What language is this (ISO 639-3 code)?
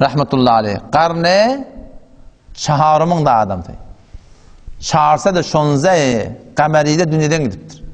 tuk